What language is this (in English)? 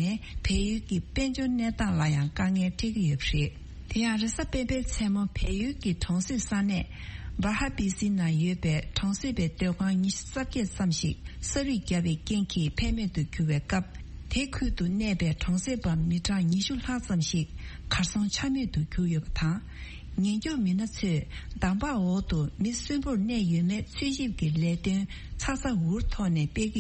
Tibetan